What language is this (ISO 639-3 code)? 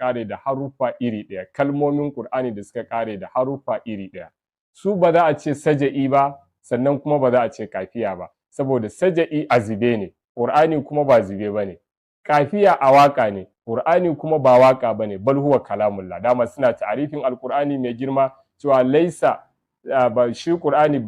hau